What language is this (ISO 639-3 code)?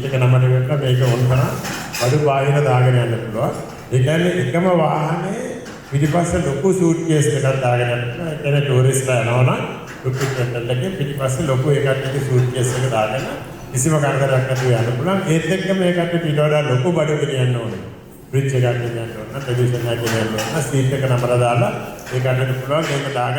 sin